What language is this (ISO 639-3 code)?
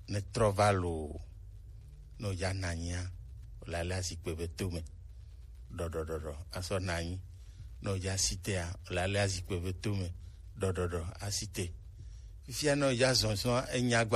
gej